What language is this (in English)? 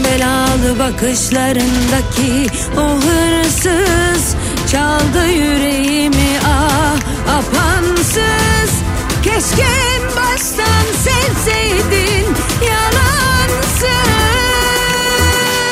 Turkish